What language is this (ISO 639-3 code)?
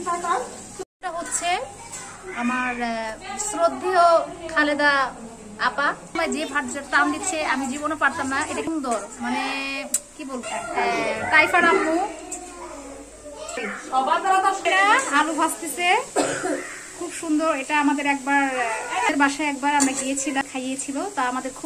ben